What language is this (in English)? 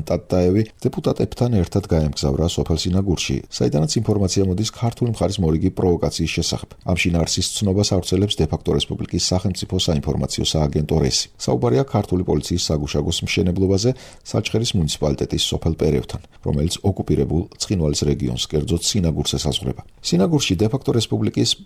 Georgian